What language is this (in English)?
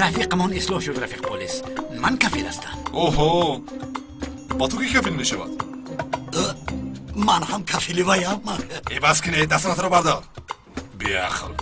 Tajik